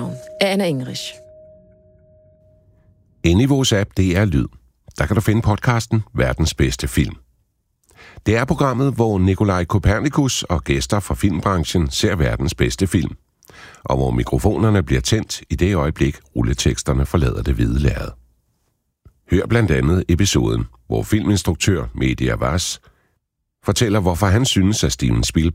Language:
Danish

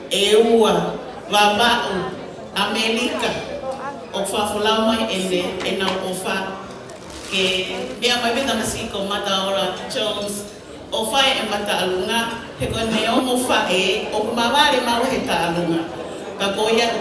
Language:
Tongan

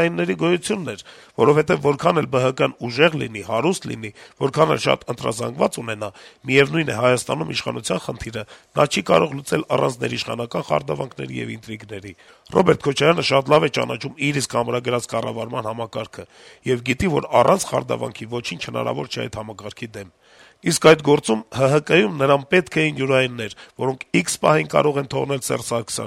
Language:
Armenian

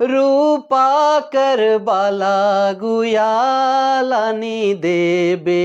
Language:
Sadri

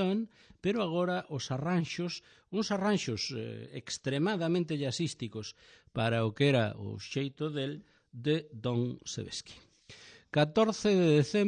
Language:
Galician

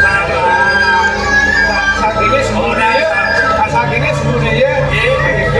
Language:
Balinese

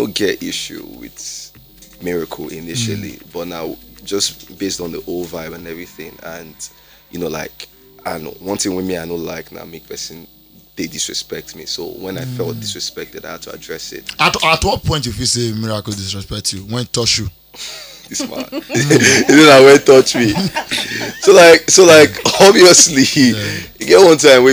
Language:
Nigerian Pidgin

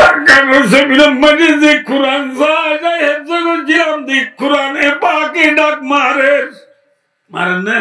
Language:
Rohingya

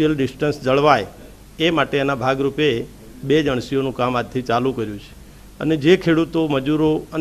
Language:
Gujarati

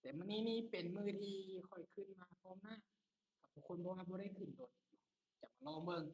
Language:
Lao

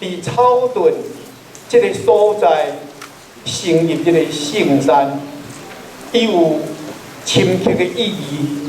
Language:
Min Nan Chinese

